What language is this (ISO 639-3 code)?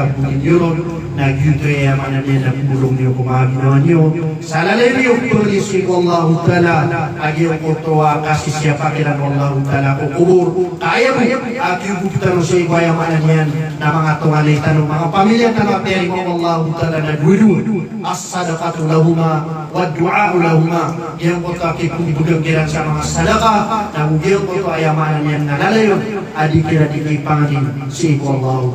mrw